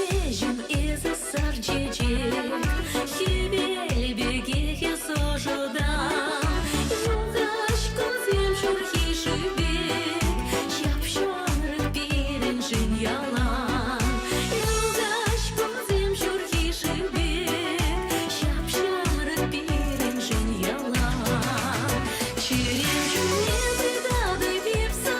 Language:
Chuvash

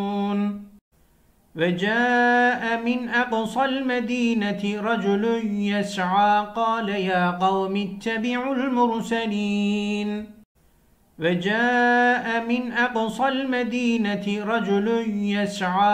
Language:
Arabic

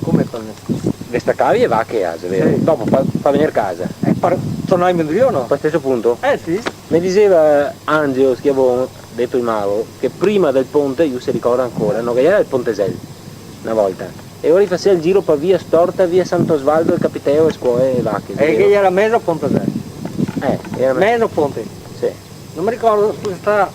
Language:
Venetian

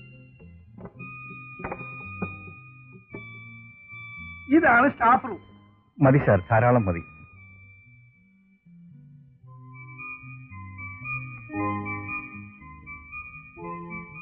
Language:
Malayalam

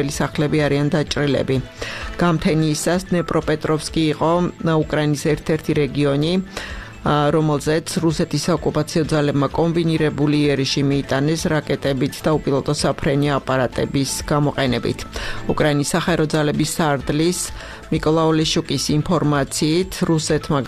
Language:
Georgian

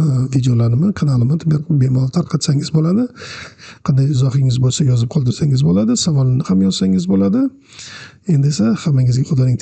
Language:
Uzbek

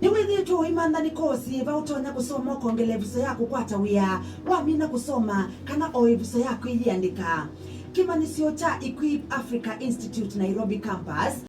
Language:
Kamba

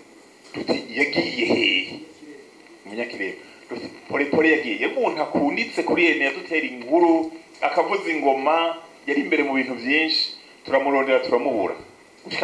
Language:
Rundi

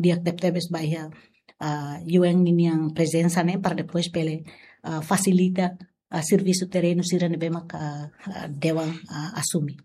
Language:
Tetum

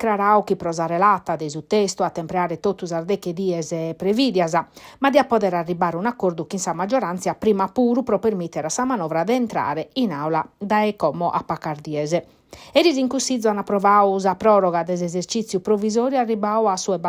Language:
Sardinian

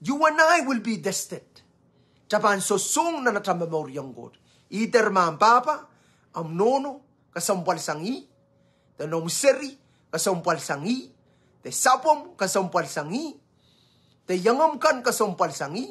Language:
Pohnpeian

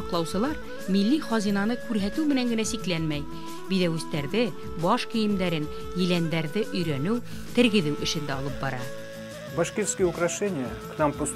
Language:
Bashkir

